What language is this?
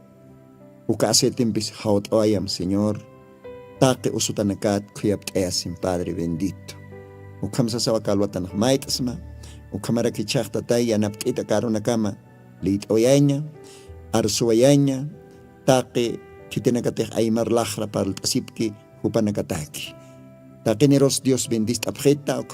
Aymara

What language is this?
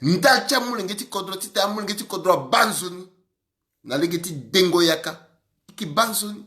Sango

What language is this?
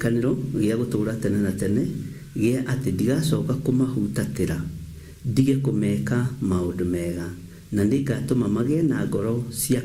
Kikuyu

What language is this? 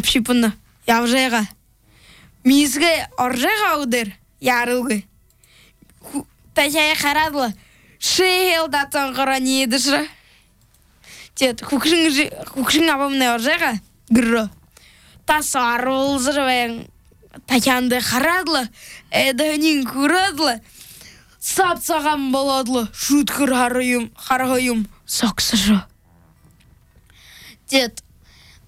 Buriat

